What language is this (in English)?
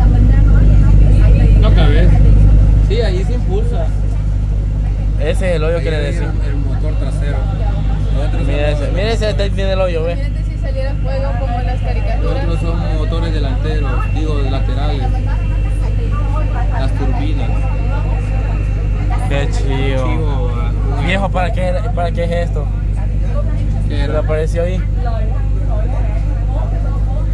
Spanish